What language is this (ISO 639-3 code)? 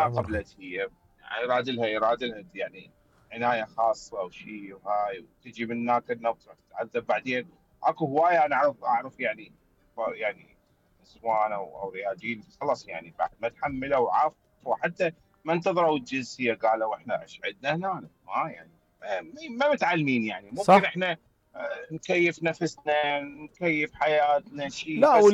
acm